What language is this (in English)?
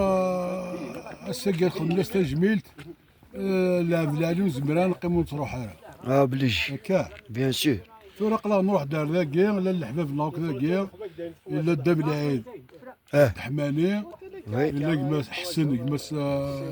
Algerian Arabic